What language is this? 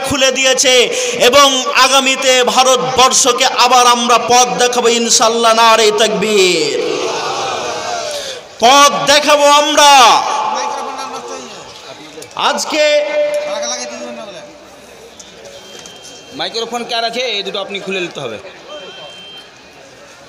Bangla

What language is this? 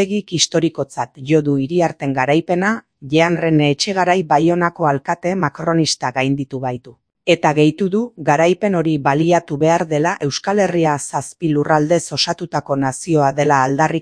Basque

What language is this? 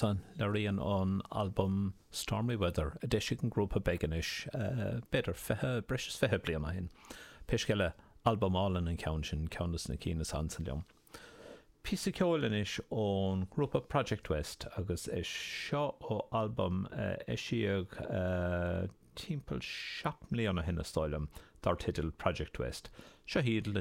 Irish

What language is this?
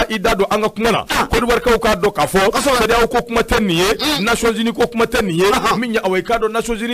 Bambara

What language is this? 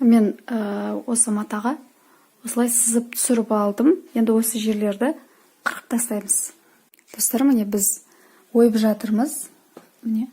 Kazakh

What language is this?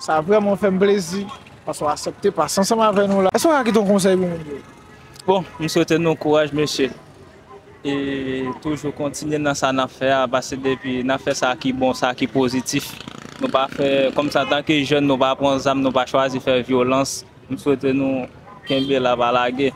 Haitian Creole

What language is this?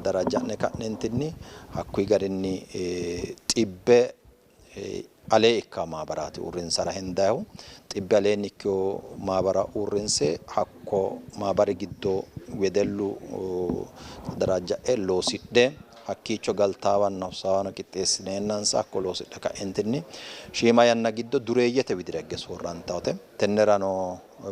Sidamo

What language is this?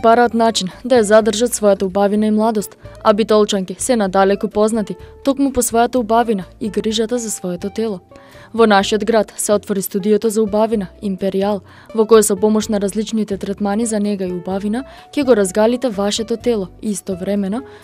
Macedonian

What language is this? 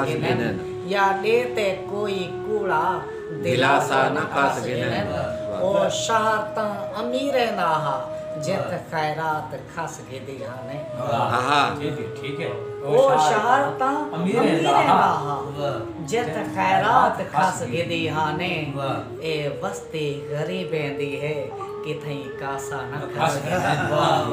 Saraiki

